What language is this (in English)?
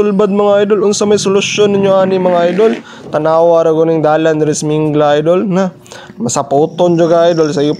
Cebuano